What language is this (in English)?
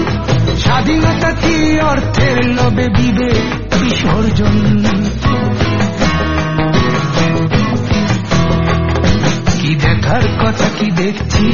Bangla